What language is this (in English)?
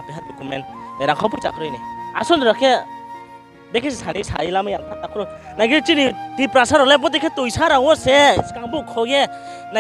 Riang (India)